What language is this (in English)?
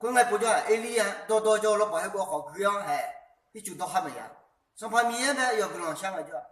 Akha